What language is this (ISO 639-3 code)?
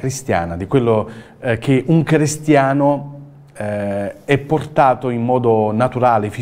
ita